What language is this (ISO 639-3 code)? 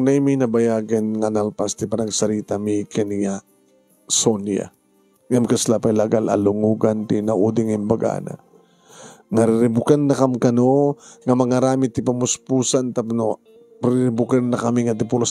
ilo